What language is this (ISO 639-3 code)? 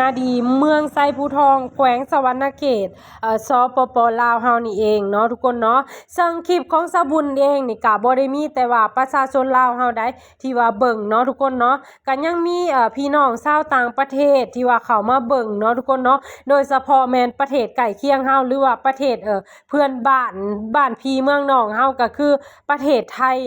lao